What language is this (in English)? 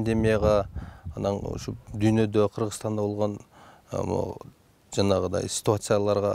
Kyrgyz